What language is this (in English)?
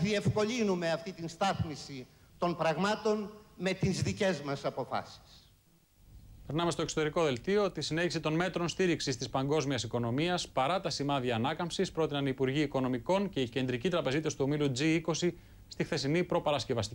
Greek